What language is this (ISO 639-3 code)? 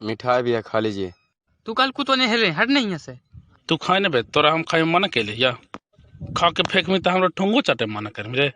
mag